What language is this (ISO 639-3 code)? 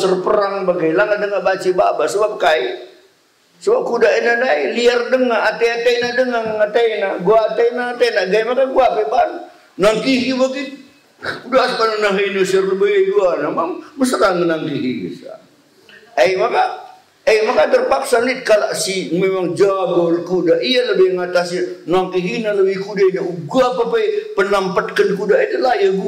btx